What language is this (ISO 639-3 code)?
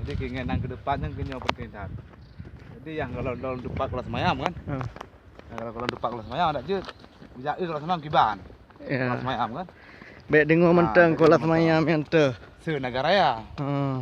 ace